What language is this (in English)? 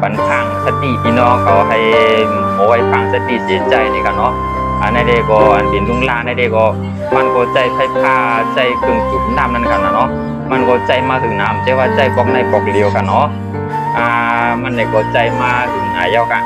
Shan